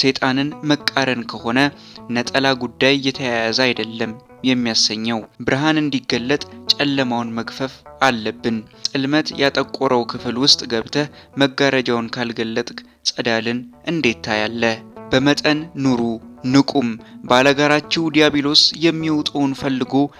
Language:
Amharic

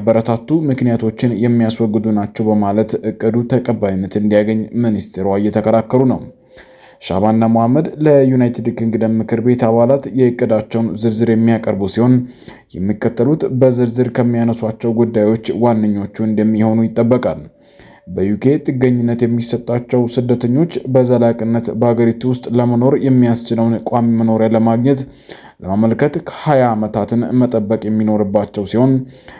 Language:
Amharic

